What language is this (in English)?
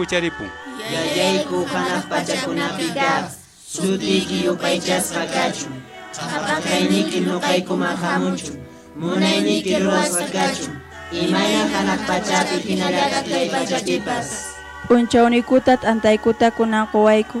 Quechua